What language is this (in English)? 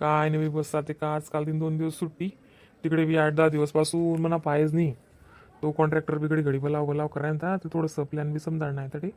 Khandesi